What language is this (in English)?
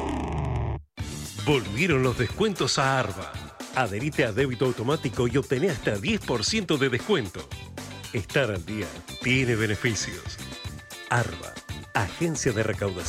Spanish